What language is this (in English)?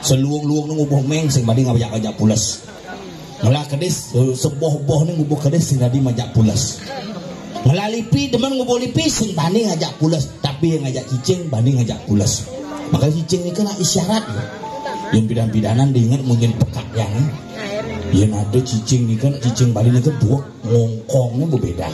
Balinese